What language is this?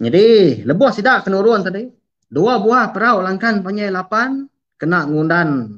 Iban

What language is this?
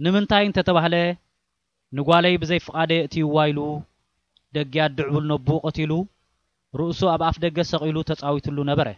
Tigrinya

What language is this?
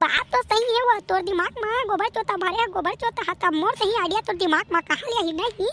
Chhattisgarhi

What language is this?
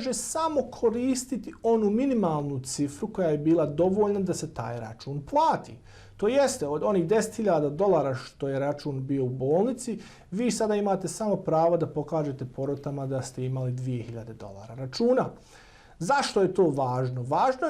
Bosnian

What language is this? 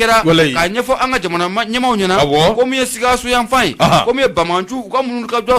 Bambara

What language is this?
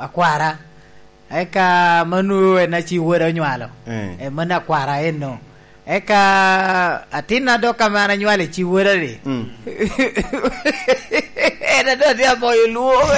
Lango (Uganda)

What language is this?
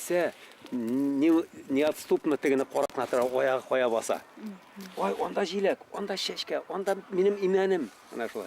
Bashkir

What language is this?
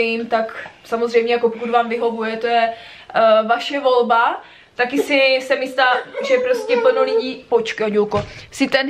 Czech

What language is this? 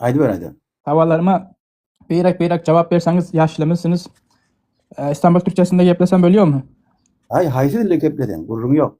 Turkmen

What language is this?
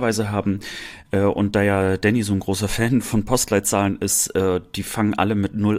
German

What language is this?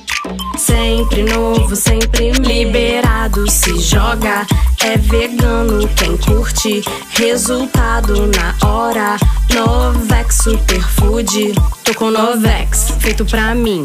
Portuguese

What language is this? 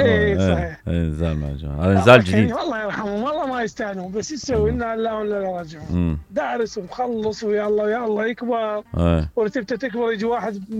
Mesopotamian Arabic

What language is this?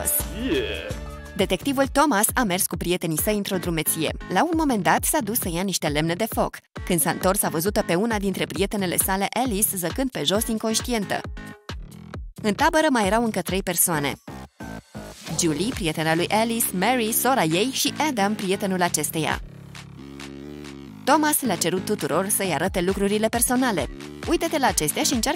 Romanian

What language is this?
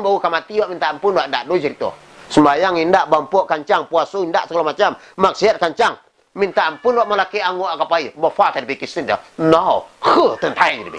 Minangkabau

